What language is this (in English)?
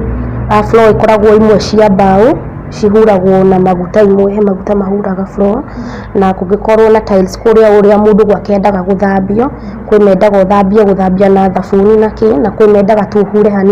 Kikuyu